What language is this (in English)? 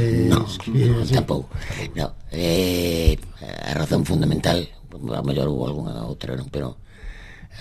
Galician